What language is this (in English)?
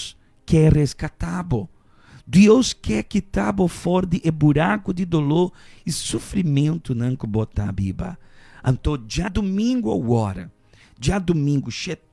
Papiamento